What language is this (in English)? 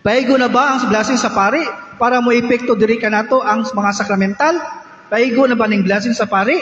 Cebuano